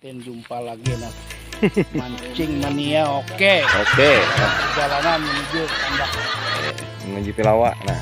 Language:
Banjar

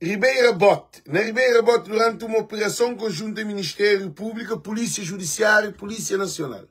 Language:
Kabuverdianu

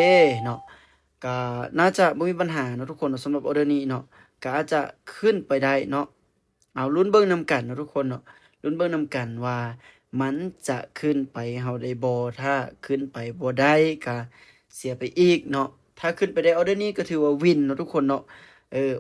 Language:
Lao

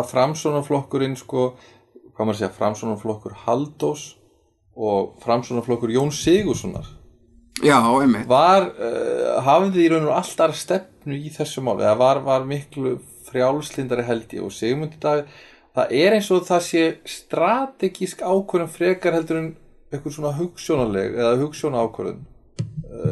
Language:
Icelandic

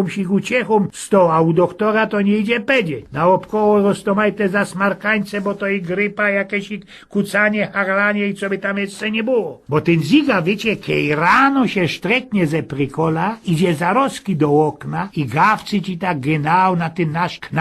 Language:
Silesian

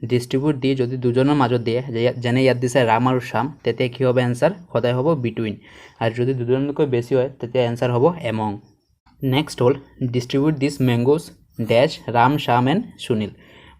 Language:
Assamese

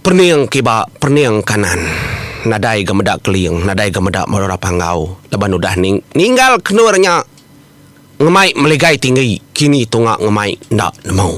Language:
Iban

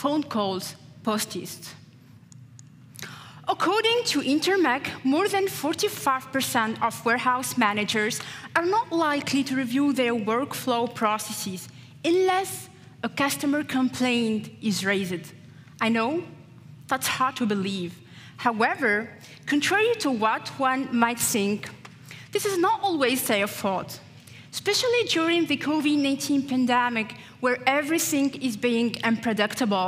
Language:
English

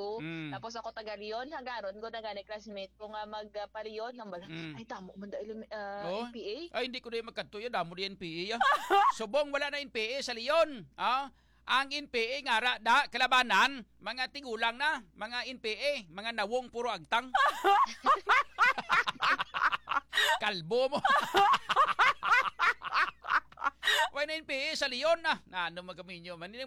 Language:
Hiligaynon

